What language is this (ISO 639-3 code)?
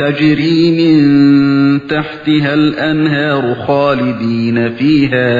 uig